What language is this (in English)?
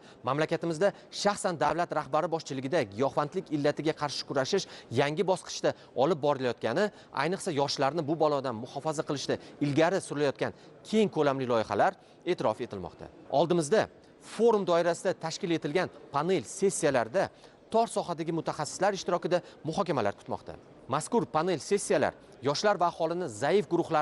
Uzbek